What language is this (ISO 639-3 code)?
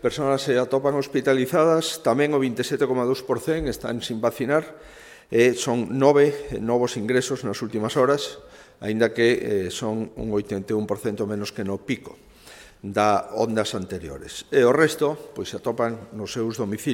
glg